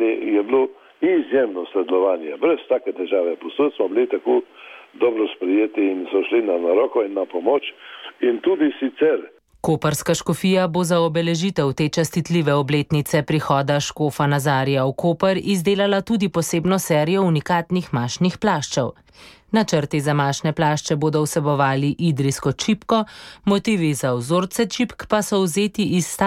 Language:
Slovenian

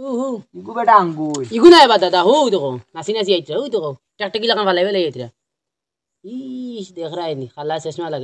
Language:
Sylheti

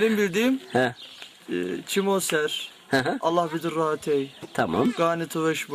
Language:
Zaza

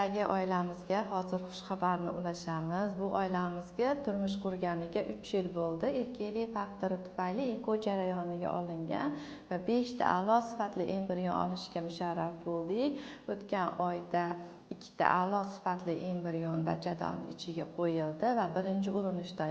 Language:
Uzbek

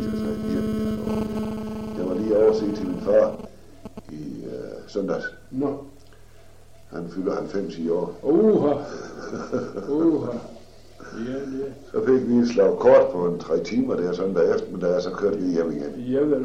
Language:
Danish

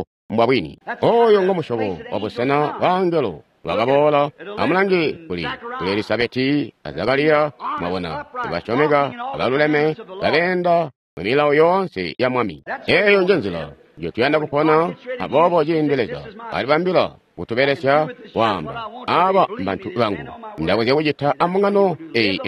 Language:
Tonga (Zambia)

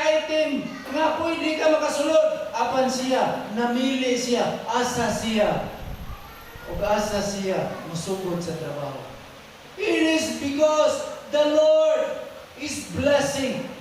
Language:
Cebuano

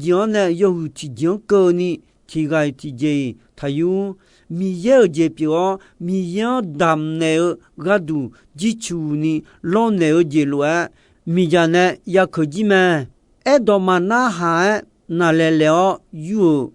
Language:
Akha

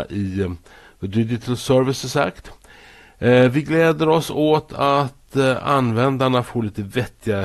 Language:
Swedish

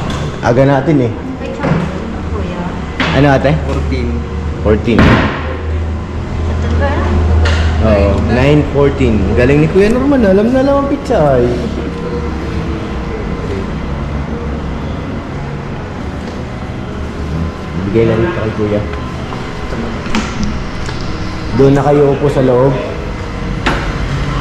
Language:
Filipino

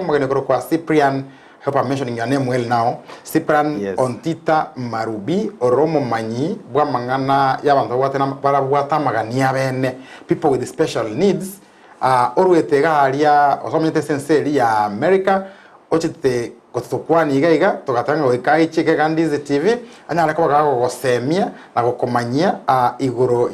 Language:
Gusii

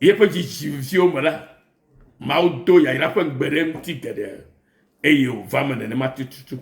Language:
Ewe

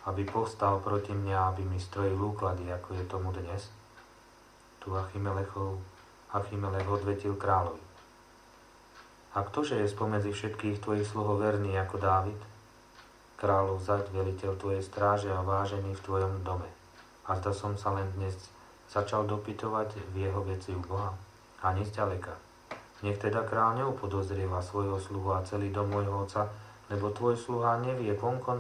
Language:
Slovak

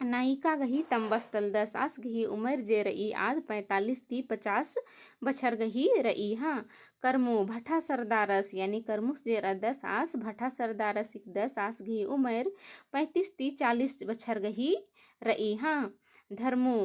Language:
Kurukh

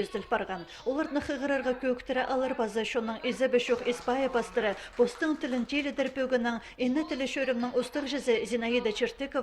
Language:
Khakas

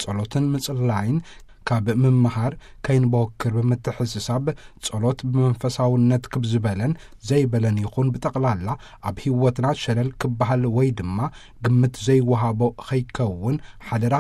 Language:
Tigrinya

